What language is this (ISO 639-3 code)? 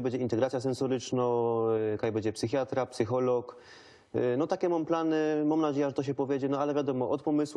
szl